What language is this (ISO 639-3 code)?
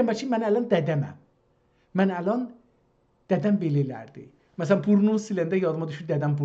azb